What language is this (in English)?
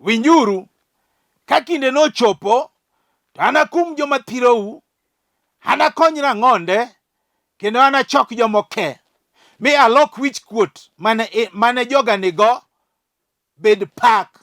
Luo (Kenya and Tanzania)